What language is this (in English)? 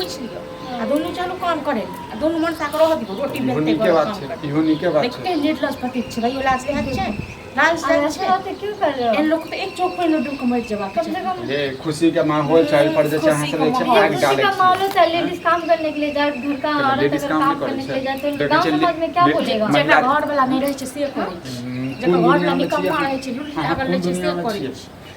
Maithili